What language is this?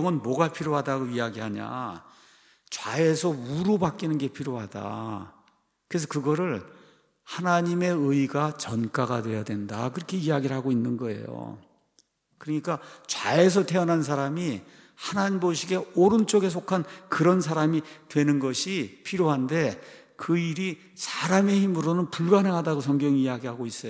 Korean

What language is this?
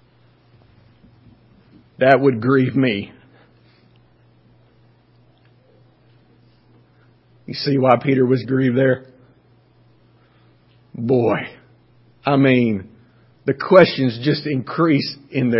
English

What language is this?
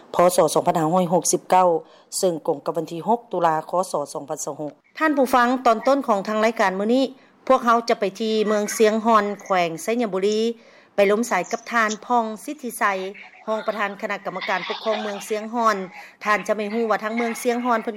Lao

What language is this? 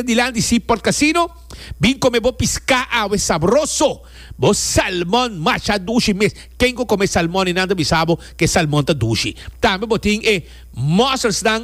Papiamento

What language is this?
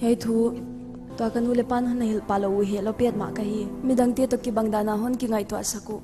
Paite Chin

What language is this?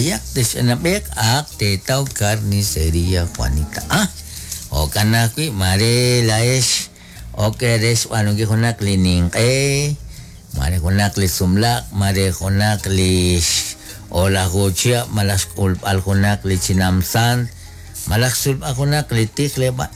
Kekchí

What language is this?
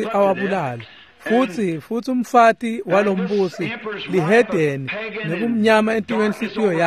Swati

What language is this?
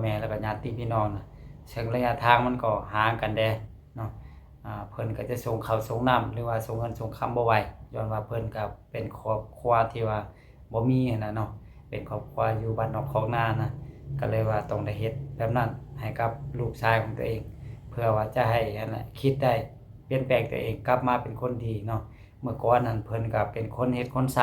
Lao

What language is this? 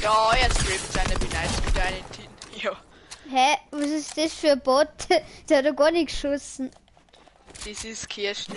Bavarian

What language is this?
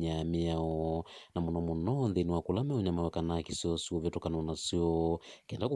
Kamba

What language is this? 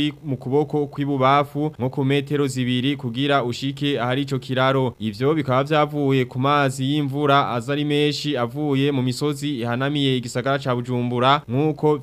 Rundi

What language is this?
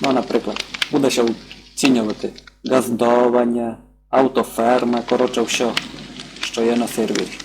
Rusyn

